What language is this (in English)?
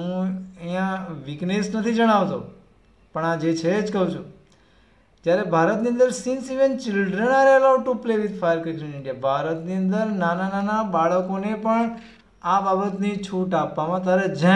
Gujarati